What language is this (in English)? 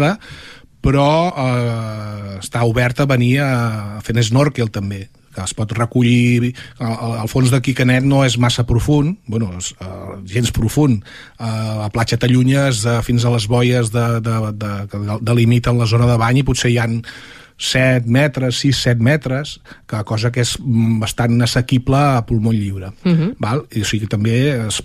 Catalan